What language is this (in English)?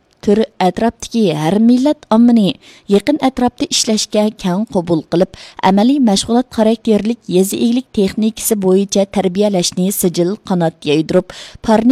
Uyghur